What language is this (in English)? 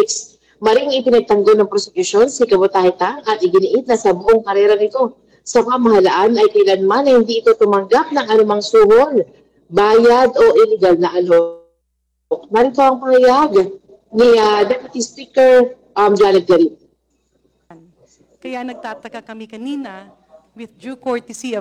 Filipino